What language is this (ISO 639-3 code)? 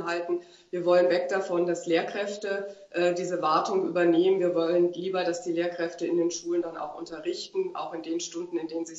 deu